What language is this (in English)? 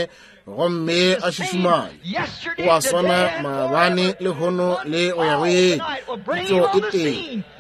Northern Sotho